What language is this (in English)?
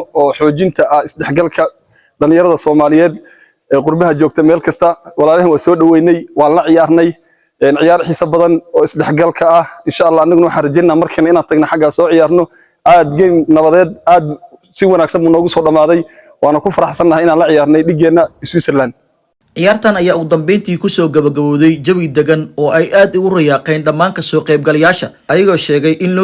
Somali